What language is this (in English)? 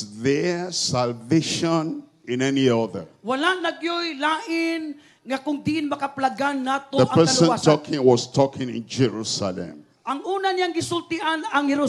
Cebuano